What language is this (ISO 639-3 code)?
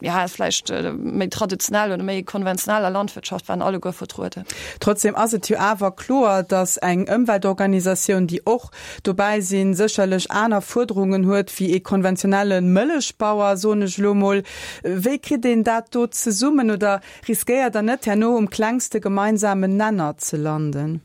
ltz